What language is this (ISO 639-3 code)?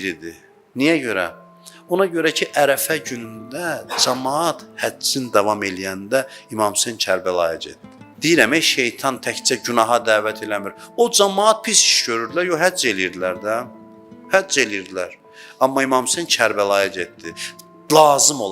aze